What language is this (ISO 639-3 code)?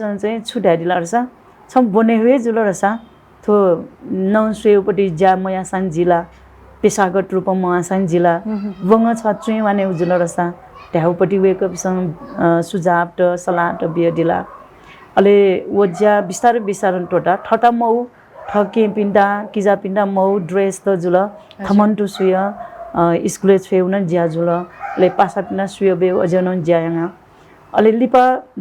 new